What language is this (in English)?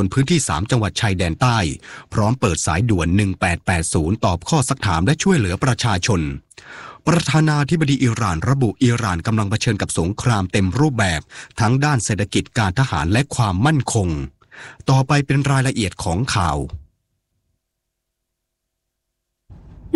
Thai